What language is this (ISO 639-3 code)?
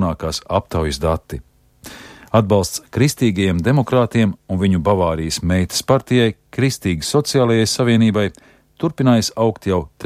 lav